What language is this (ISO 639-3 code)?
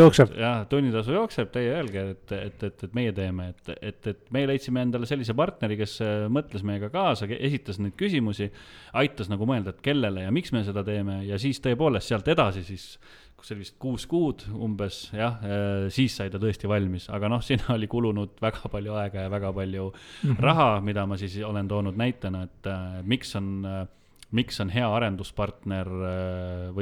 est